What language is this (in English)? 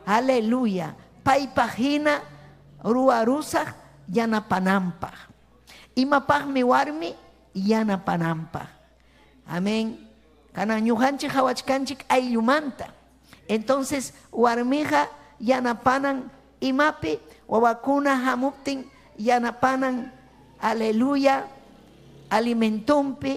Ayacucho Quechua